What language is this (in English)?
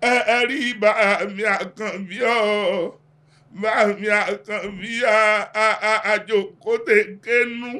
Yoruba